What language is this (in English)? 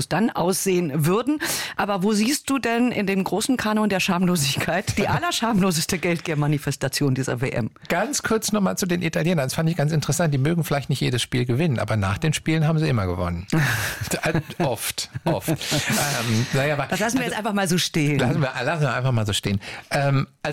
German